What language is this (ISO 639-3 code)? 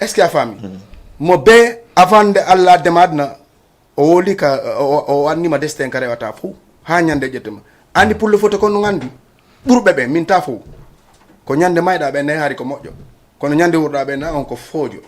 ful